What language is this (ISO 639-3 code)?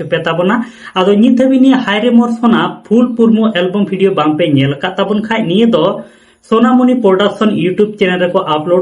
sat